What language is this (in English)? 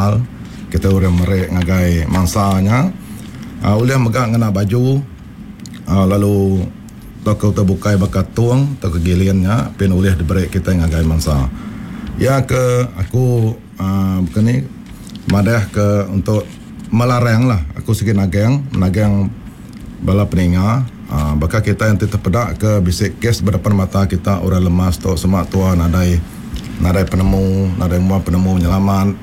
Iban